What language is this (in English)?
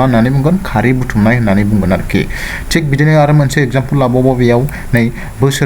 Bodo